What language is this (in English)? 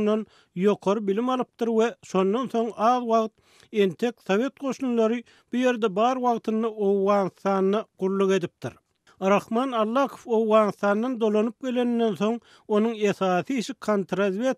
Turkmen